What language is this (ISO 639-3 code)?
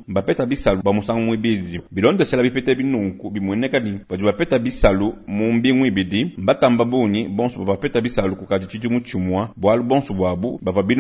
lua